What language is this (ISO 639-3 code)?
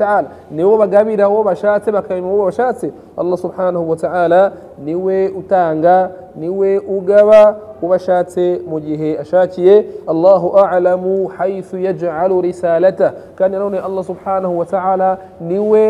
kin